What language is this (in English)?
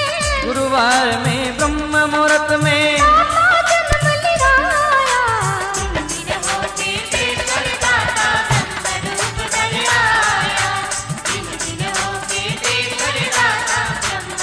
Hindi